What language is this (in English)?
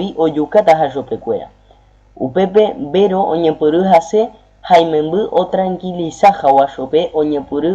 Guarani